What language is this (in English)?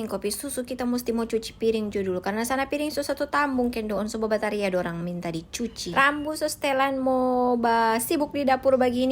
Manado Malay